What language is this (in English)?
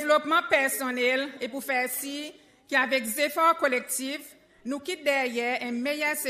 Seselwa Creole French